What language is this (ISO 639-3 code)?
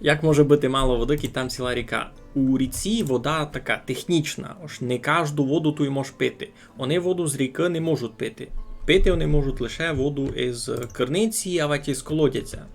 rue